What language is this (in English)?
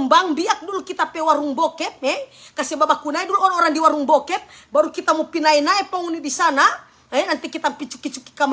Manado Malay